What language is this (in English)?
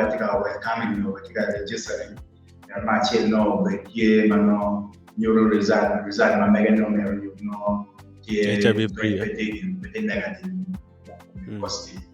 Acoli